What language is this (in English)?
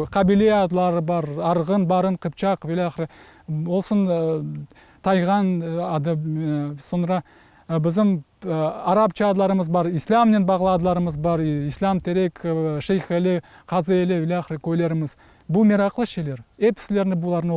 Crimean Tatar